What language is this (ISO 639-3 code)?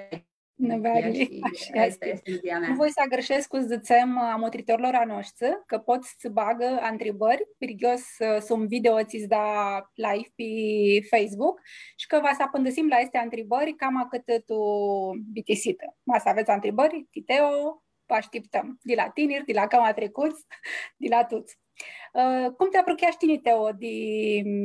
rup